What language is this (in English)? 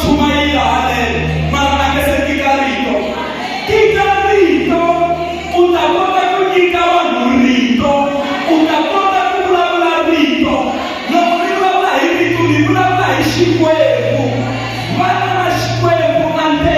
Tsonga